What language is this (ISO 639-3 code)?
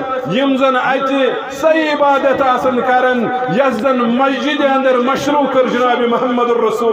kas